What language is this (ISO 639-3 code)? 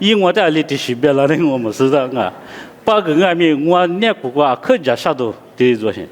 lis